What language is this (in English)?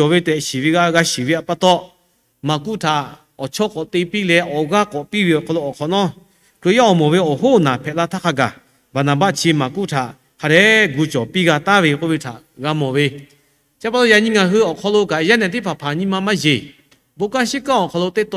Lahu